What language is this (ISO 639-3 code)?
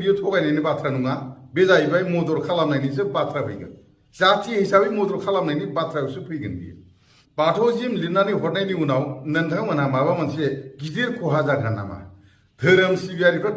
brx